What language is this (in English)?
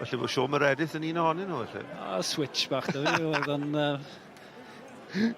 Welsh